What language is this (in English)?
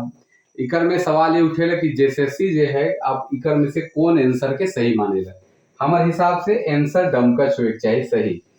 Sadri